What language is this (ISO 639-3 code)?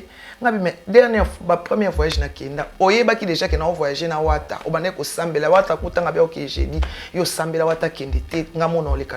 lin